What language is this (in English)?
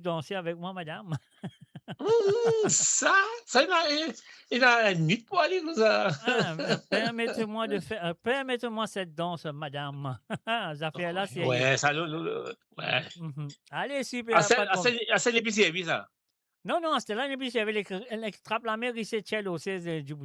Morisyen